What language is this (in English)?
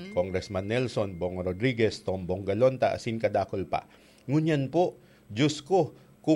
Bikol